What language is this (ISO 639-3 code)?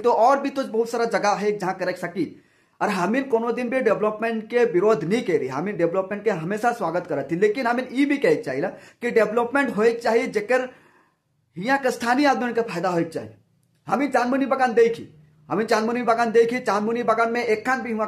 sck